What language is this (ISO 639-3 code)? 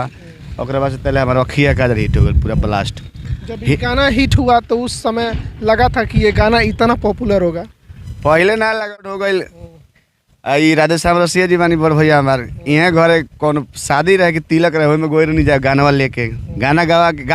bho